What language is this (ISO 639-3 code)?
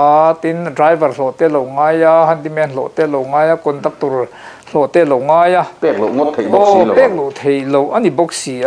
lus